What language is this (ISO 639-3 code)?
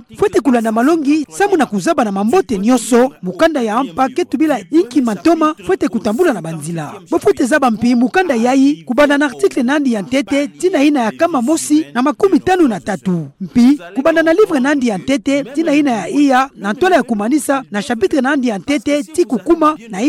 ktu